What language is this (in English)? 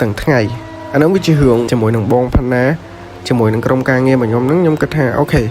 Khmer